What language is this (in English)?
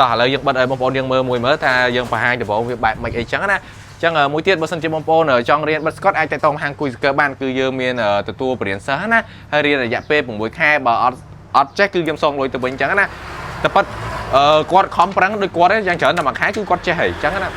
Khmer